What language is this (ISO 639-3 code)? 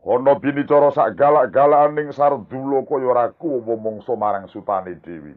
jav